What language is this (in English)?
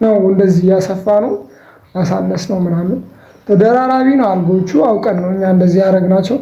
Amharic